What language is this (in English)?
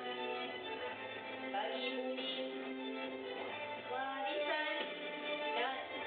Malay